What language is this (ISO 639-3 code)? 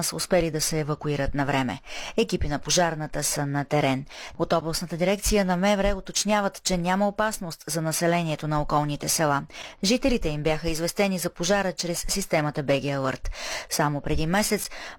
bul